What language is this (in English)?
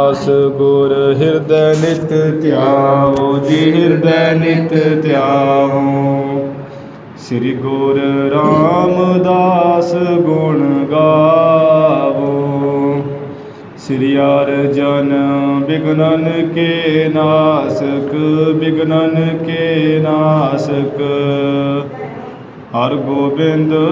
Punjabi